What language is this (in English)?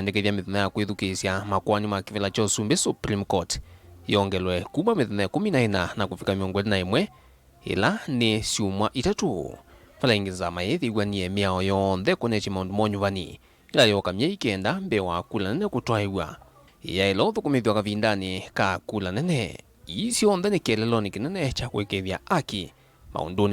Kamba